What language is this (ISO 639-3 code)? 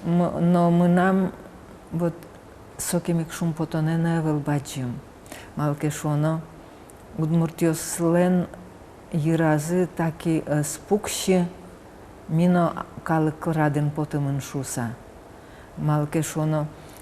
udm